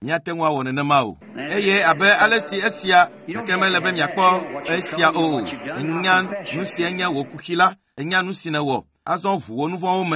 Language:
Ewe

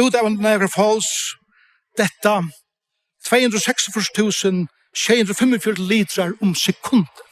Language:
Faroese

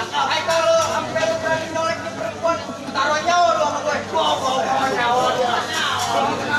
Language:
Betawi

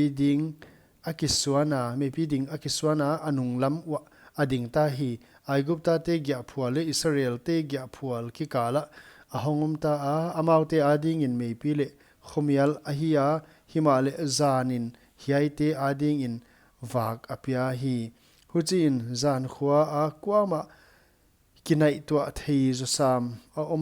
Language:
Paite Chin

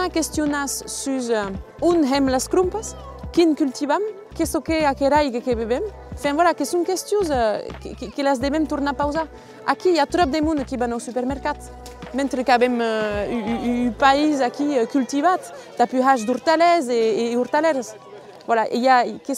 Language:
Occitan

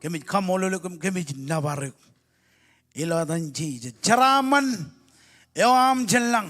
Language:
Marshallese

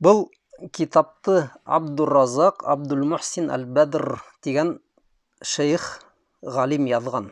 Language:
Bashkir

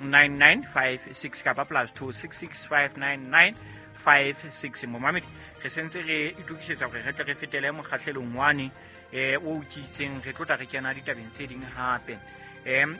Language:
Southern Sotho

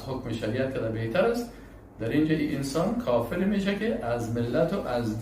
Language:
Persian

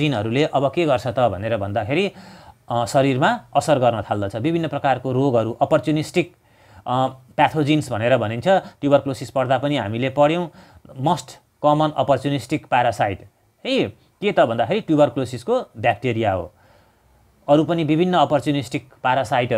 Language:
Nepali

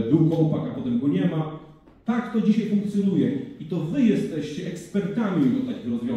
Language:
Polish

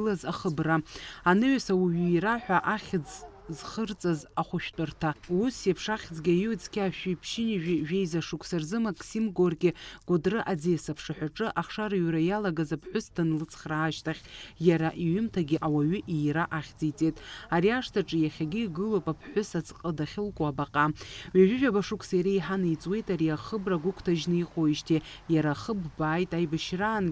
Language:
Abkhazian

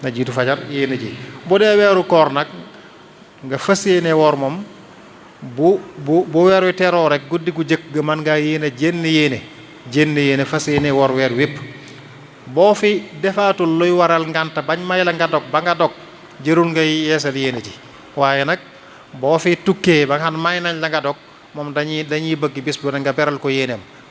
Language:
Wolof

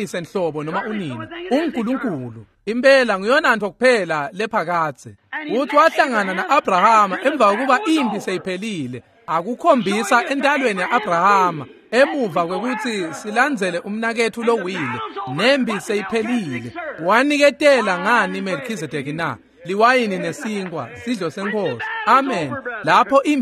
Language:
Swati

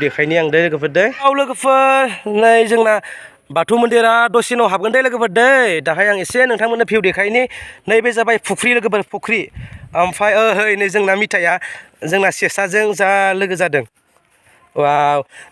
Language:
Bodo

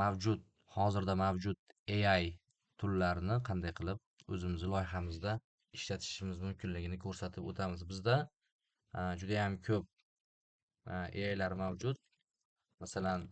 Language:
Uzbek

